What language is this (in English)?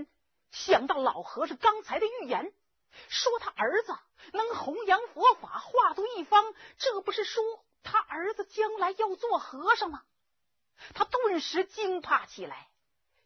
Chinese